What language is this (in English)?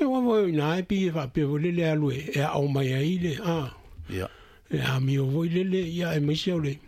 Samoan